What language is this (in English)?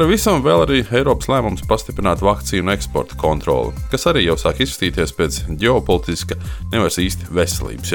Latvian